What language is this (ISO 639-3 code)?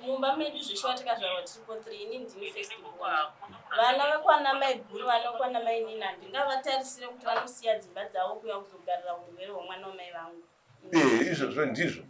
sna